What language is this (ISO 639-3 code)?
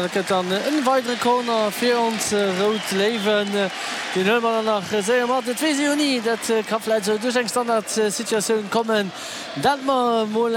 ltz